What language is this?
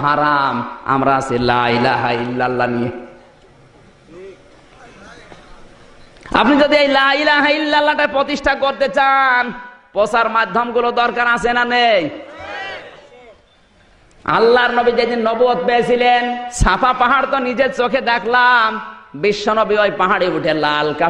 Bangla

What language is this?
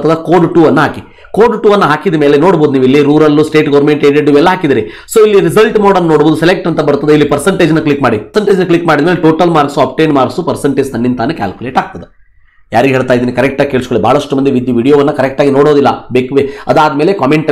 Kannada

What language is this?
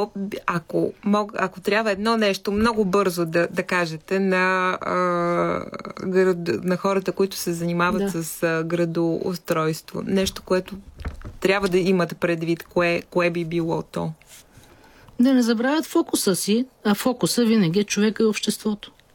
Bulgarian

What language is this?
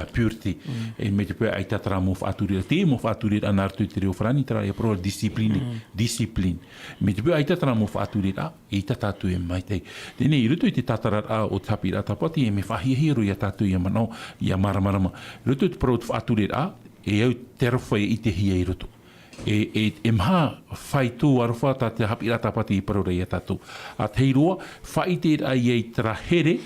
Tahitian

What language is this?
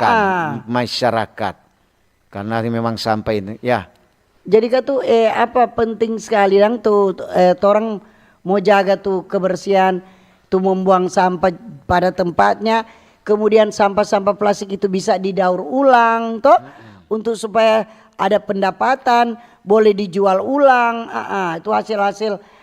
Manado Malay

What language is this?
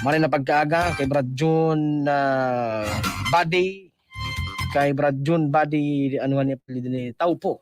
Bikol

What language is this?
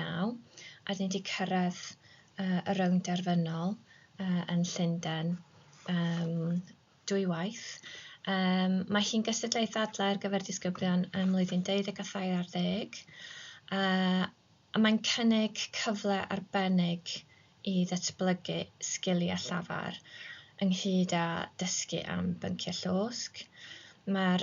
Welsh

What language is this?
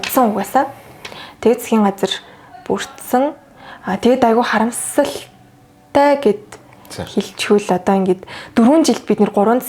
Mongolian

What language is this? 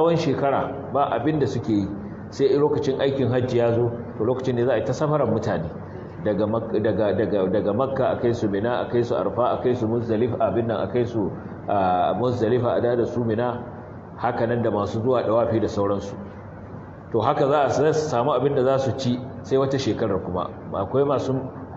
Hausa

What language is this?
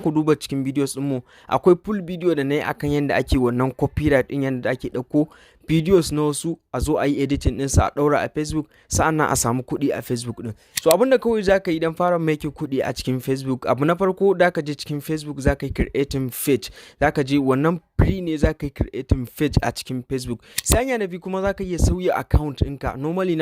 Hausa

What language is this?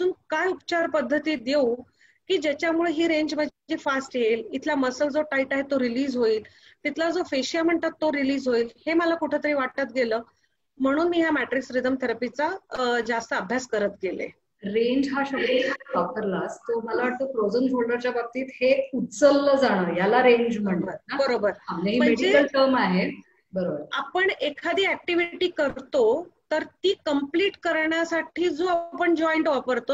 Marathi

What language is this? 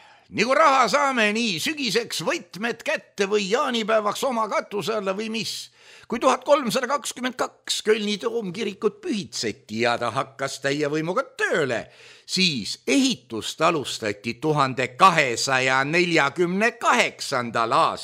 Estonian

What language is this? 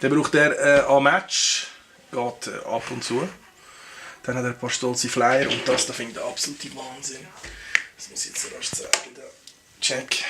Swiss German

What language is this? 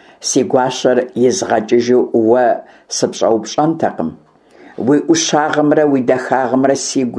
Kabardian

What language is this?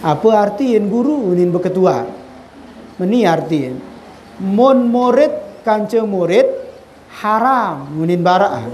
Sasak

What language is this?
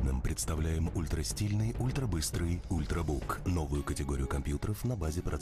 Russian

